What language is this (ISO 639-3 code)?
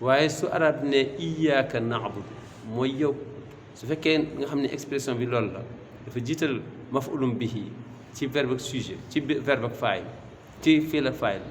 wol